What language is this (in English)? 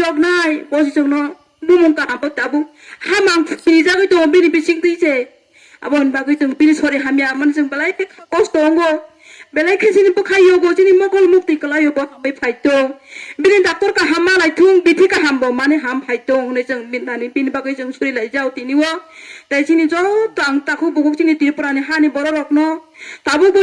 Kok Borok